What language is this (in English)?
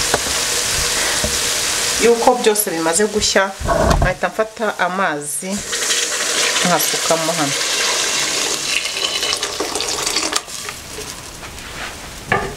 Kinyarwanda